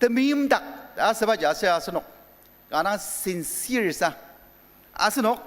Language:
Ao Naga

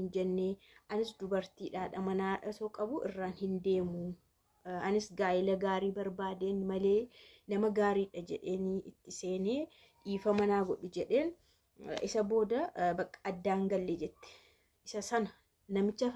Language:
Oromo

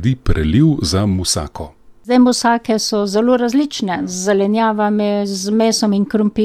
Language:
Slovenian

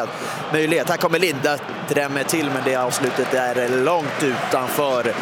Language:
Swedish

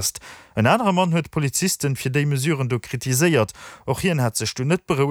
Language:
Luxembourgish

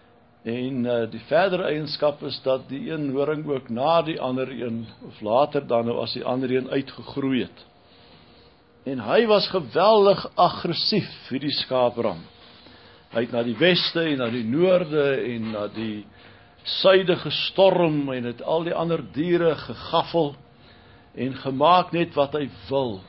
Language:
Afrikaans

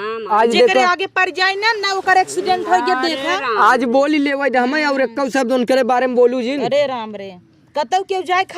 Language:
Awadhi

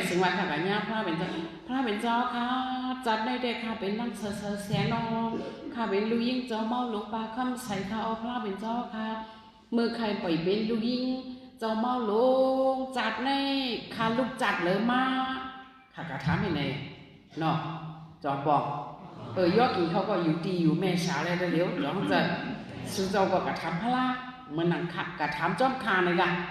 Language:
Shan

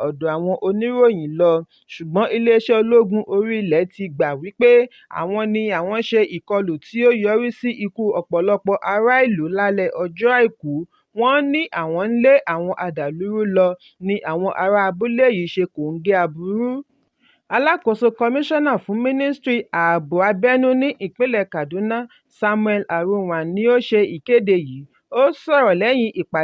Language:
Yoruba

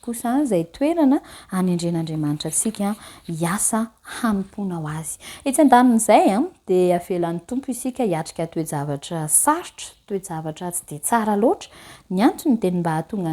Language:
Malagasy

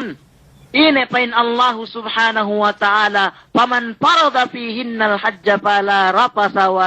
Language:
Yakan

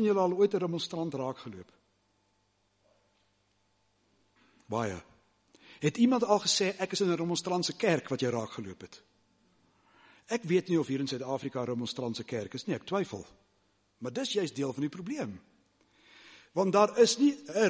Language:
Afrikaans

